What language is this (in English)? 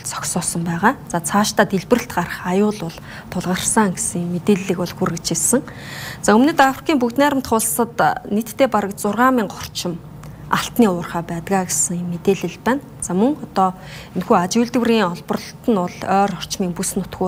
Mongolian